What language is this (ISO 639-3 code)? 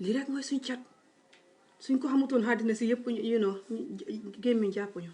wol